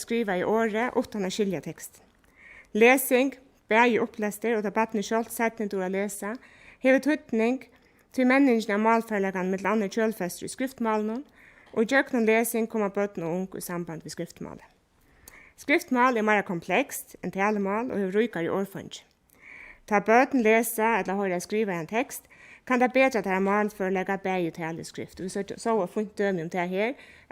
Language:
Faroese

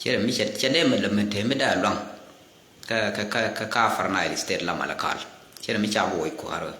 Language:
Nuer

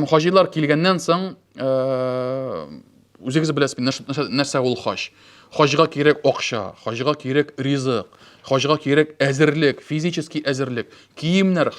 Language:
Tatar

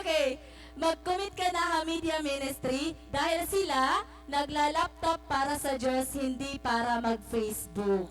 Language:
Waray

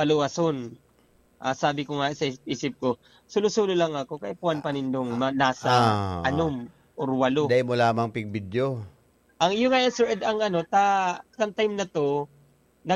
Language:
Bikol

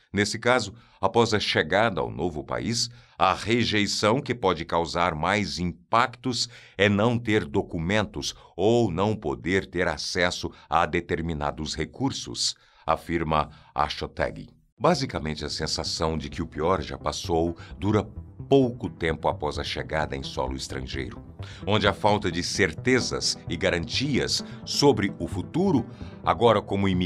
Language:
Portuguese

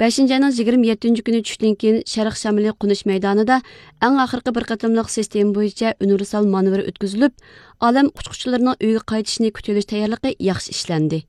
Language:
Uyghur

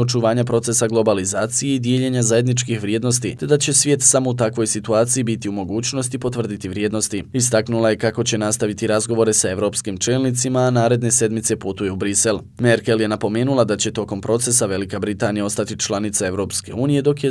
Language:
Bosnian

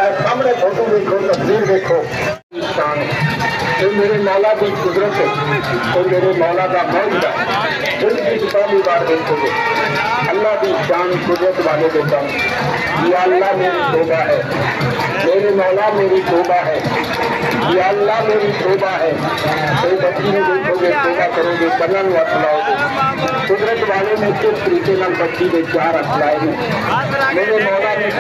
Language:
Saraiki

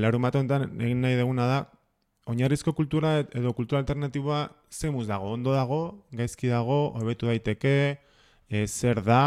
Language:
Basque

